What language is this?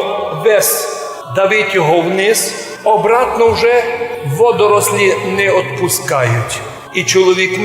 Rusyn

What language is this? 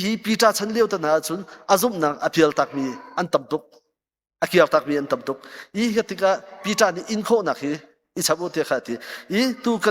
Hakha Chin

